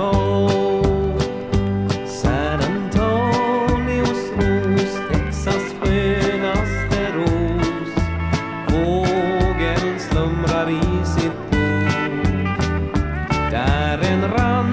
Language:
Swedish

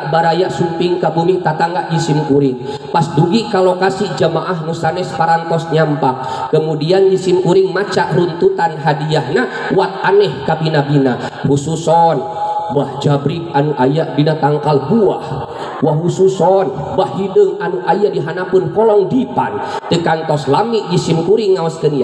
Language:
Sundanese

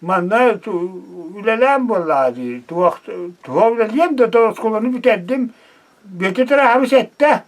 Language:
Yakut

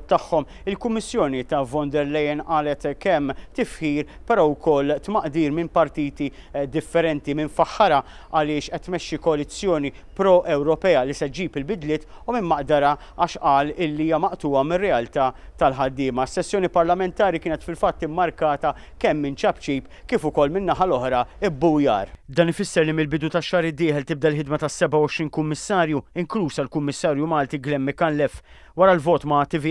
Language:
Maltese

